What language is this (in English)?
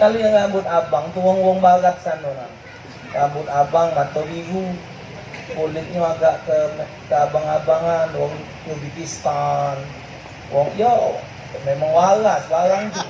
Musi